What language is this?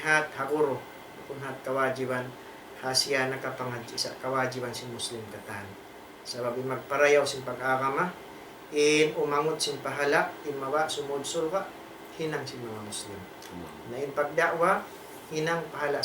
Tausug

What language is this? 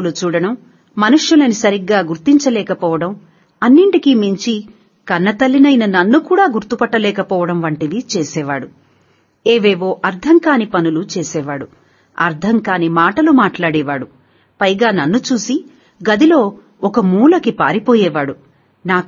Telugu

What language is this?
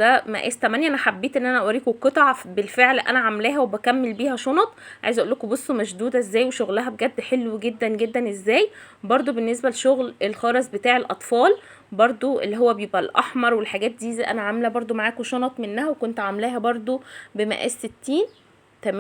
Egyptian Arabic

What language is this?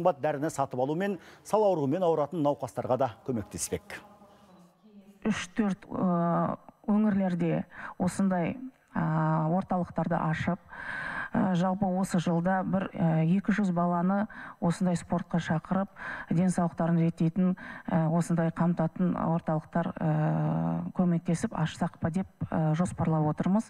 Kazakh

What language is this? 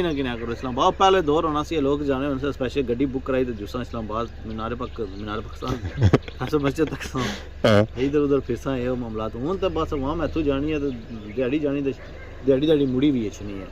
Pahari-Potwari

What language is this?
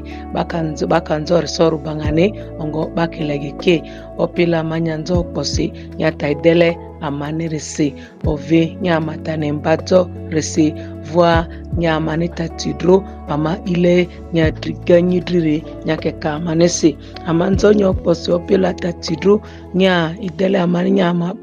Ma'di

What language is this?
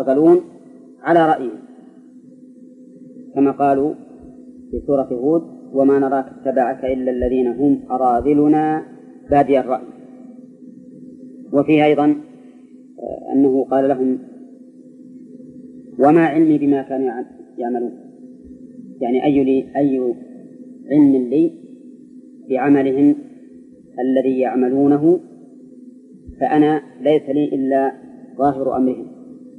Arabic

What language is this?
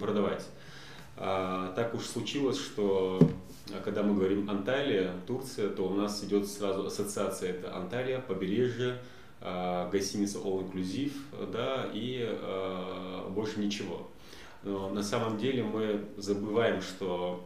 Russian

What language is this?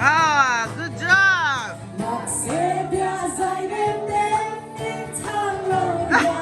Mizo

